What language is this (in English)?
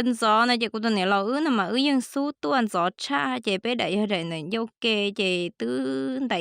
Hmong